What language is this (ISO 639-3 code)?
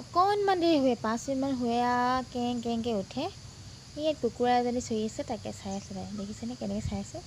asm